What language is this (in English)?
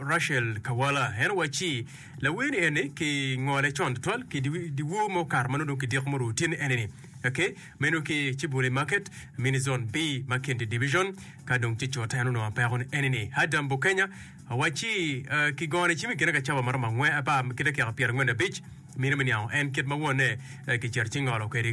Acoli